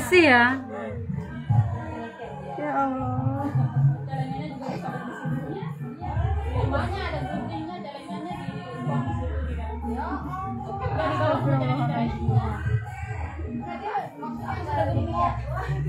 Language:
Indonesian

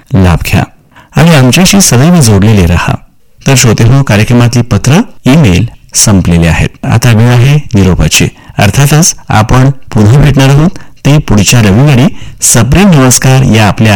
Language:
Marathi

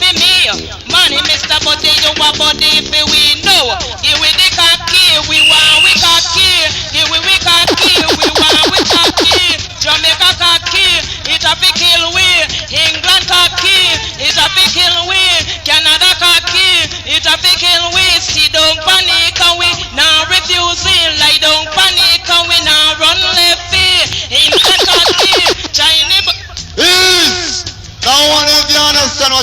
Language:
Jamaican Creole English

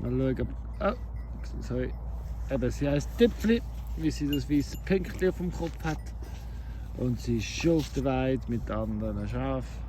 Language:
Swiss German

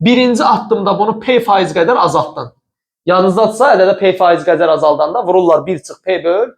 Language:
Azerbaijani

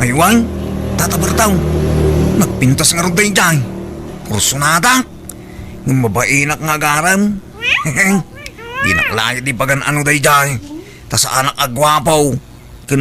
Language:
Iloko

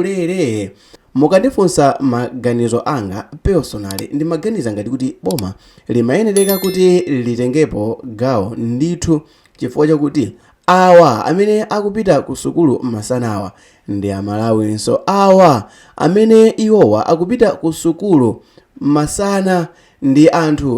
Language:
Nyanja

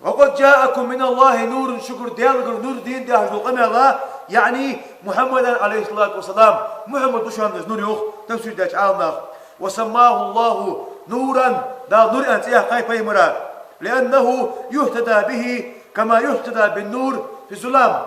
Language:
Ingush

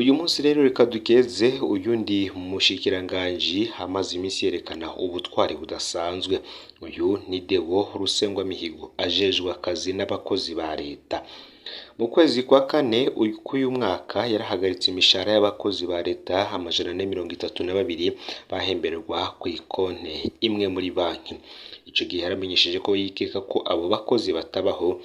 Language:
Rundi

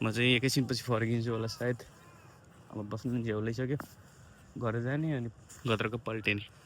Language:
Nepali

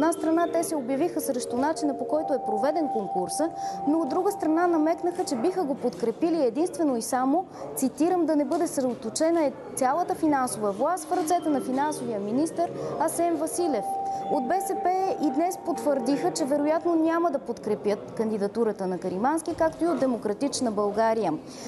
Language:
Bulgarian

